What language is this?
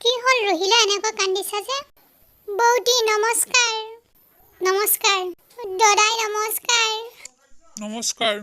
Assamese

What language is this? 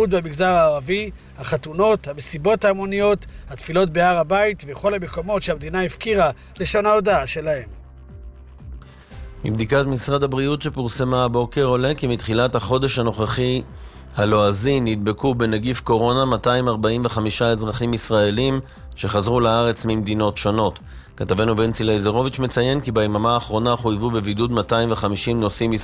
Hebrew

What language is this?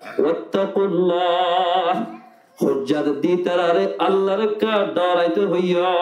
Rohingya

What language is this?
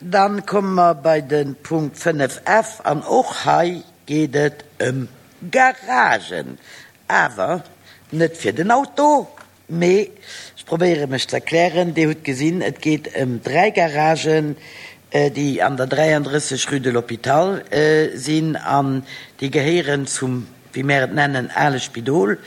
Luxembourgish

